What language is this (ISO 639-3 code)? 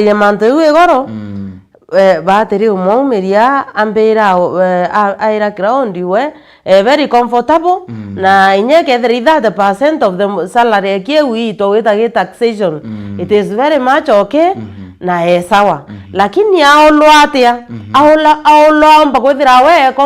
mer